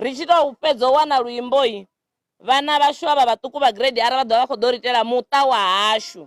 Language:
Venda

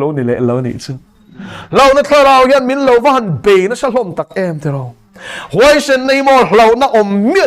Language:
Mizo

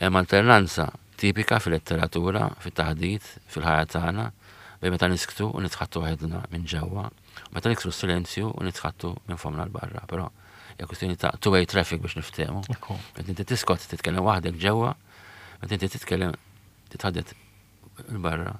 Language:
Maltese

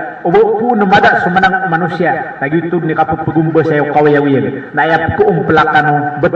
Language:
Maranao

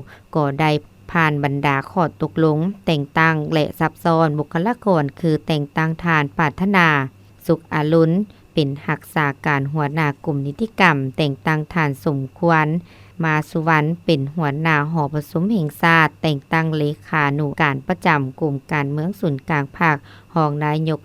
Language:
Lao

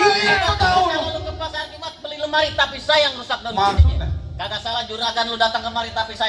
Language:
Betawi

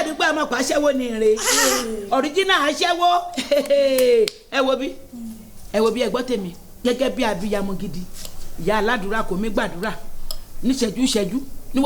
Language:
Yoruba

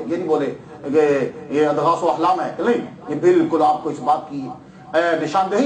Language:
Urdu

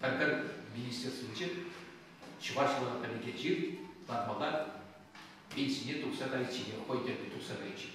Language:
Chuvash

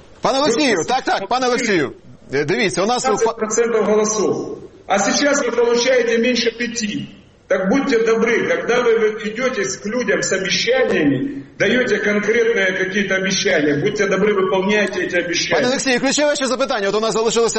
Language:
Ukrainian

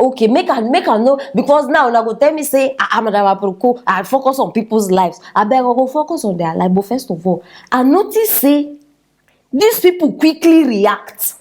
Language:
Nigerian Pidgin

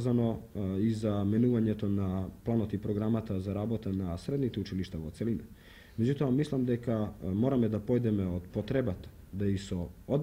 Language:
Macedonian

